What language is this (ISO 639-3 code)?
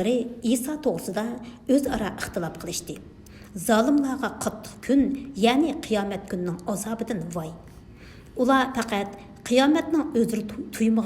uig